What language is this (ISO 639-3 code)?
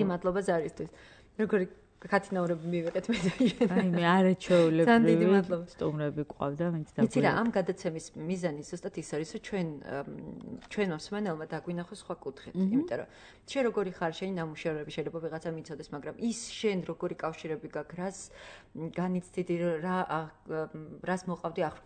kat